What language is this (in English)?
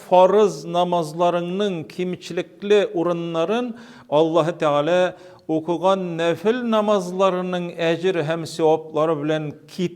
Tatar